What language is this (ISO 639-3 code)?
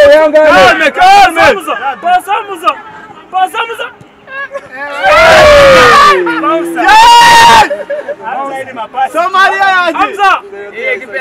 kin